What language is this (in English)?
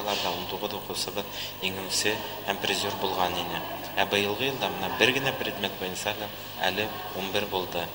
Bashkir